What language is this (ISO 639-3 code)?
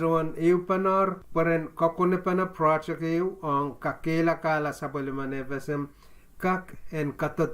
pon